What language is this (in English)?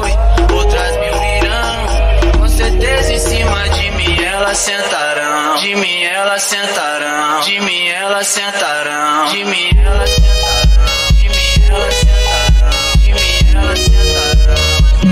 Portuguese